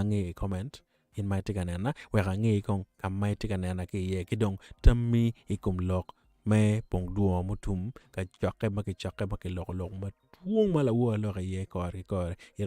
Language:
Acoli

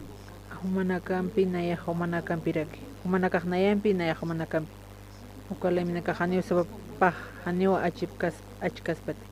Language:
Aymara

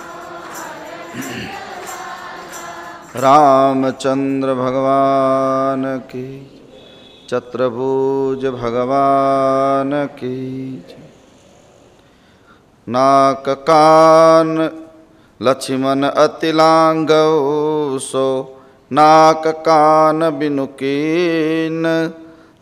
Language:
Gujarati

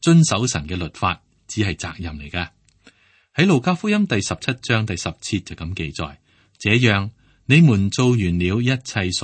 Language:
Cantonese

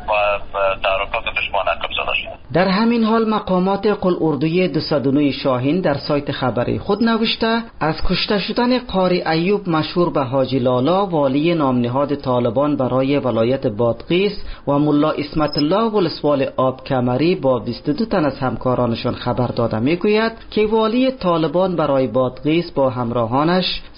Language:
Persian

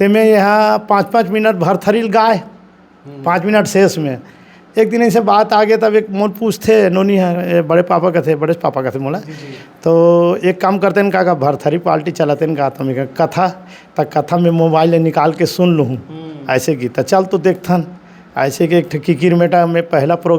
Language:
Chhattisgarhi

